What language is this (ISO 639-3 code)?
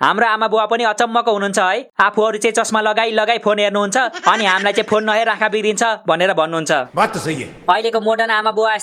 nep